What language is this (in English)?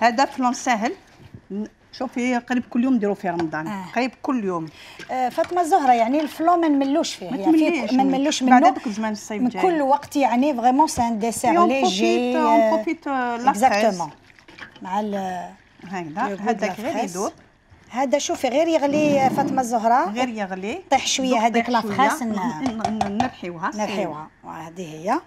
Algerian Arabic